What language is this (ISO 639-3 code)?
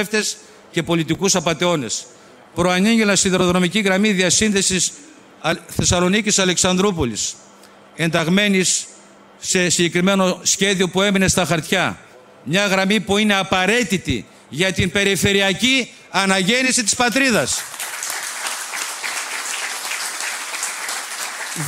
ell